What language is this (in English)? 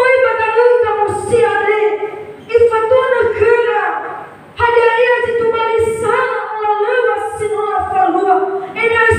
Nias